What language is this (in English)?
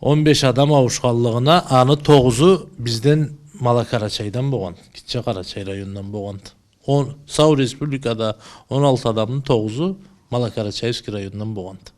Karachay-Balkar